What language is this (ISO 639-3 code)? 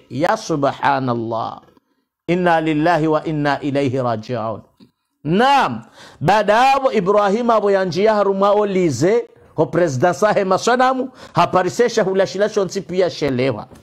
swa